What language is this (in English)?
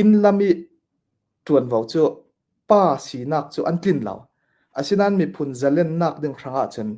Falam Chin